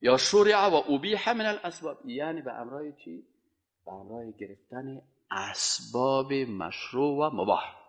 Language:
Persian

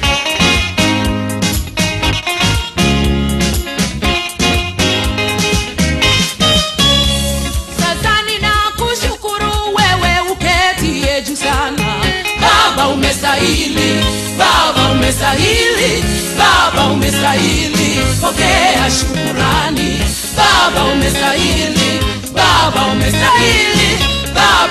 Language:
Swahili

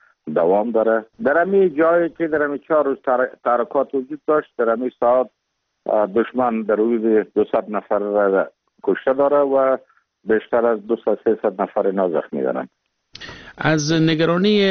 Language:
Persian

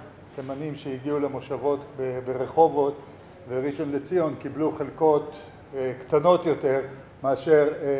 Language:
Hebrew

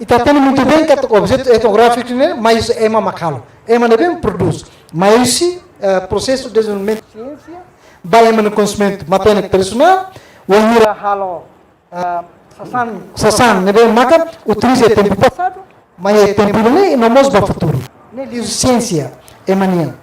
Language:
Tetum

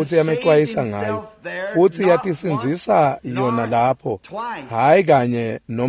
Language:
Swati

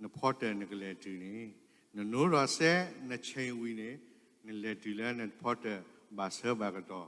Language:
S'gaw Karen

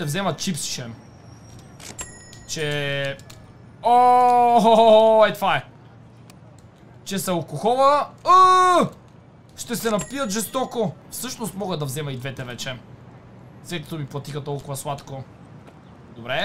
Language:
Bulgarian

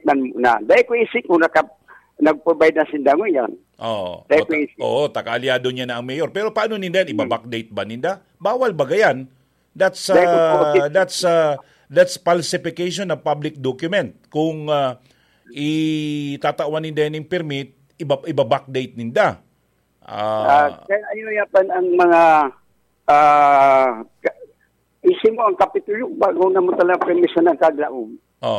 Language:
Bikol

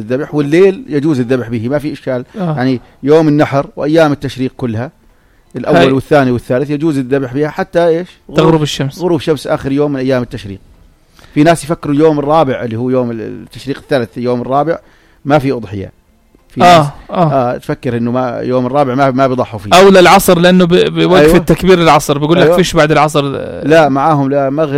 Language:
North Levantine Arabic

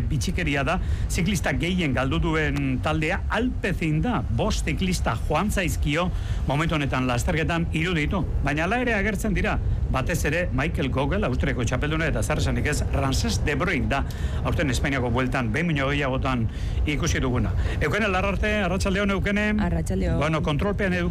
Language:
Basque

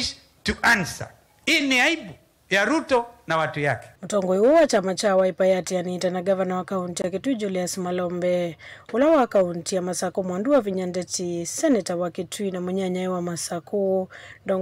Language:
Kamba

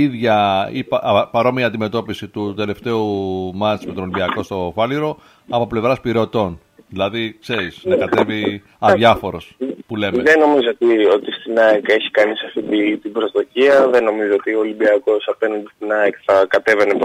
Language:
Greek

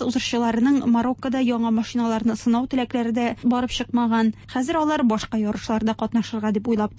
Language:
Tatar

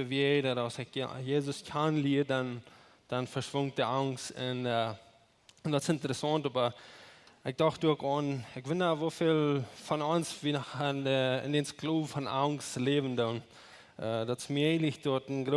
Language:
Plautdietsch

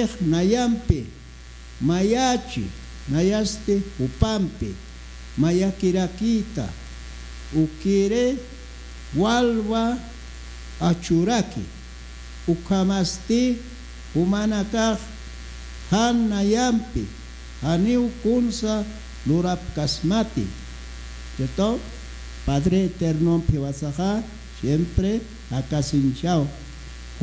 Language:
Aymara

